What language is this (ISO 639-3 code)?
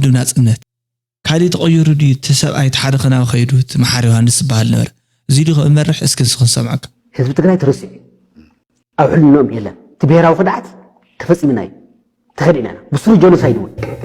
tir